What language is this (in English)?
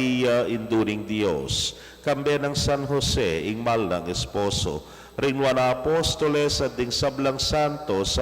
Pampanga